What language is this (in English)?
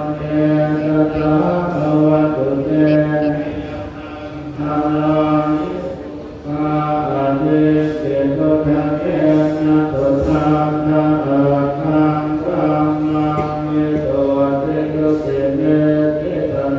Pali